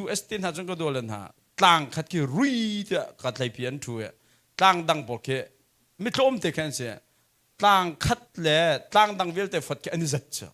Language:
Hakha Chin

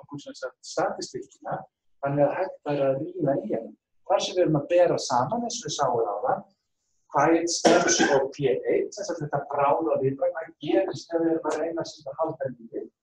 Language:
Icelandic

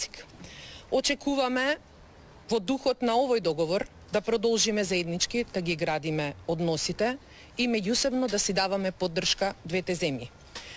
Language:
Macedonian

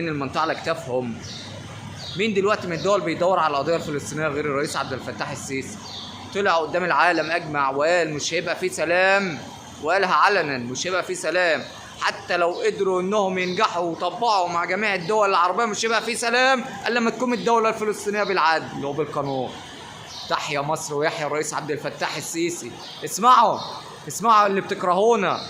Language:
Egyptian Arabic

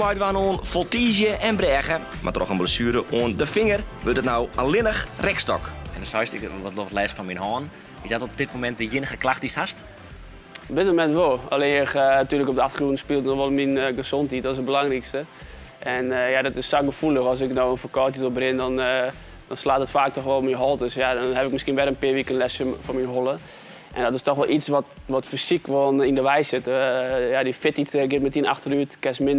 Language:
Western Frisian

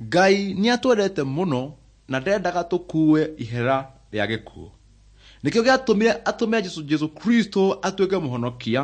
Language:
Kikuyu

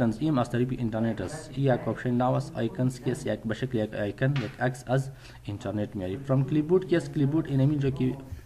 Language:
Persian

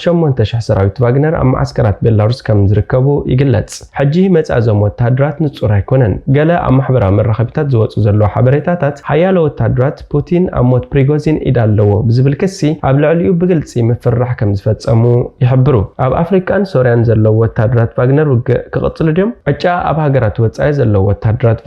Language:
Tigrinya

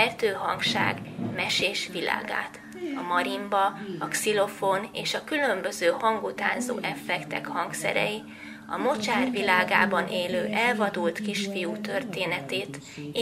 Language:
Hungarian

